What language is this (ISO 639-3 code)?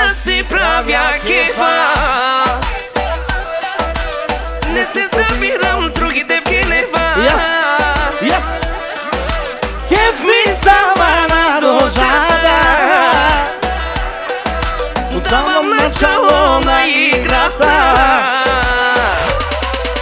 bul